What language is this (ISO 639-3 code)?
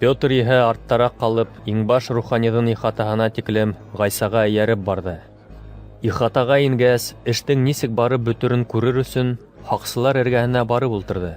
bak